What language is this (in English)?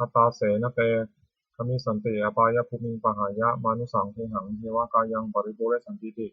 Pali